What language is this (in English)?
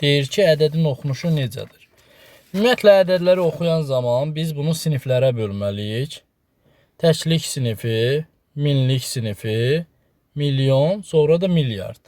Azerbaijani